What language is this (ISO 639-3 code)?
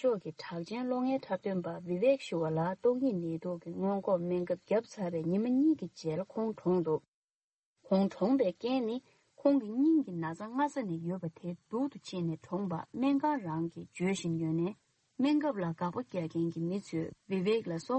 bod